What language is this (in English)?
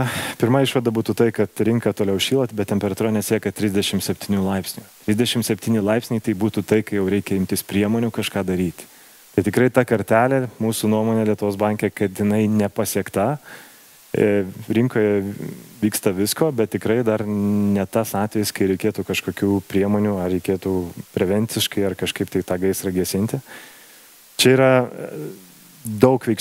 Lithuanian